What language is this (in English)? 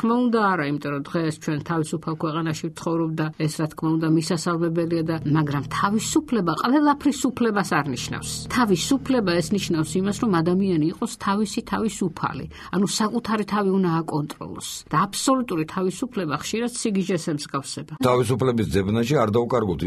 Georgian